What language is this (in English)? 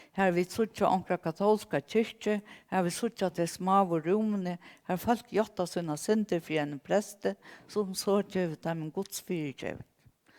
Faroese